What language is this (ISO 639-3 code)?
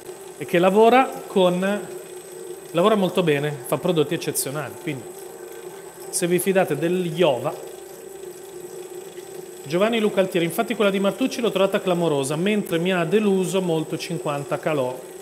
ita